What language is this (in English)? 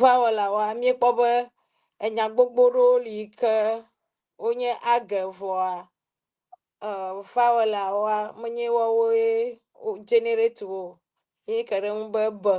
Ewe